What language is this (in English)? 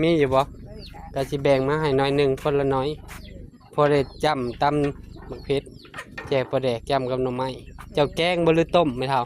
Northeastern Thai